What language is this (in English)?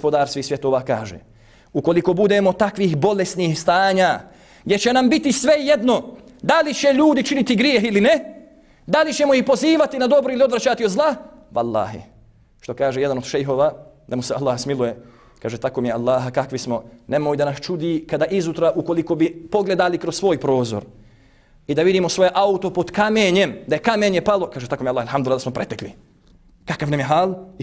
Bosnian